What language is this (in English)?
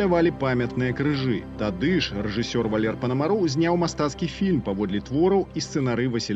Belarusian